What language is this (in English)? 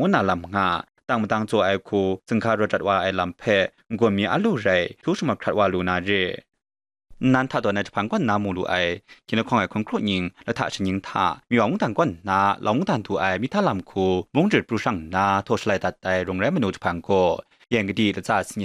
Kachin